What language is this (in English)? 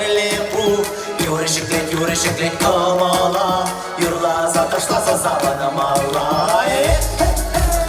Chuvash